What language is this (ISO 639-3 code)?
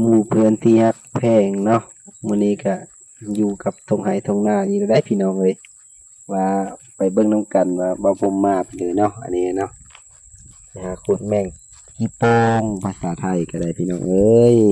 lao